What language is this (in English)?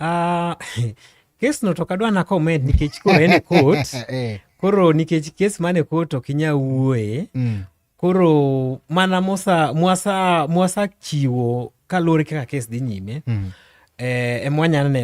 Luo (Kenya and Tanzania)